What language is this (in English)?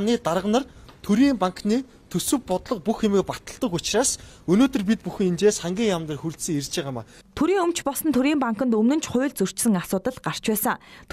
Mongolian